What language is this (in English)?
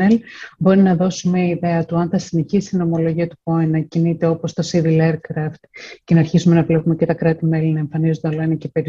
Greek